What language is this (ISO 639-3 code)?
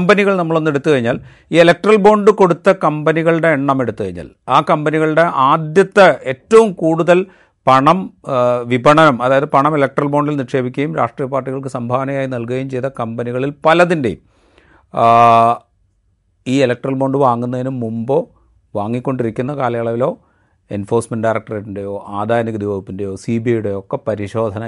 mal